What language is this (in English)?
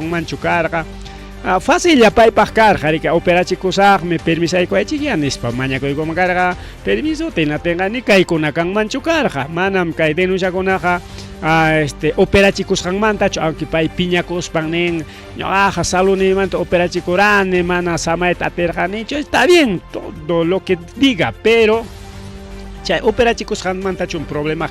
Ayacucho Quechua